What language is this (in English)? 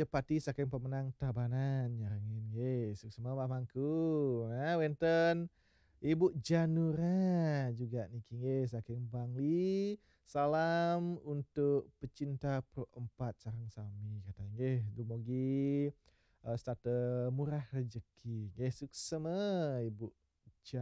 Balinese